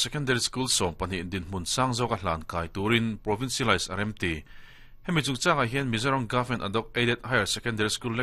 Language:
Mizo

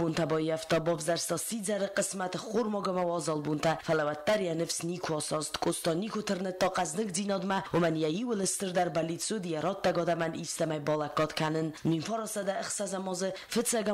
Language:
Ossetic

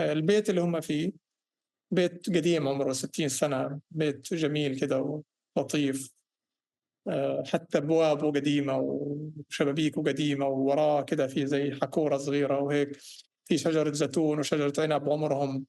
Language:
North Levantine Arabic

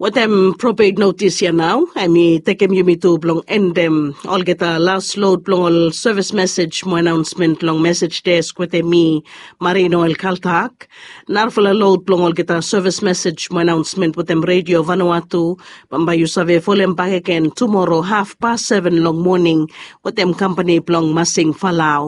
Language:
Bislama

